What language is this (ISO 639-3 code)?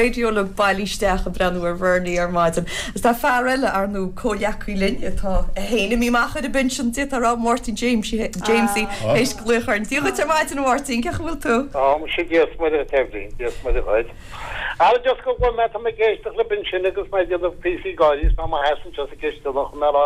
gle